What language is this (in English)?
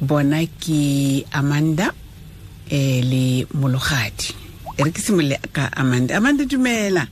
Tswana